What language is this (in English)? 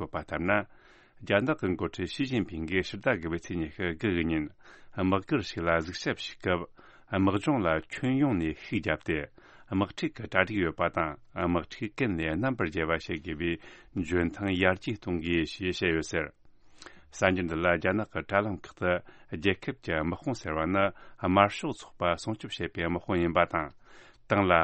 Tibetan